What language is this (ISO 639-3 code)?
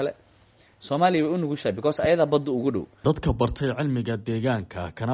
som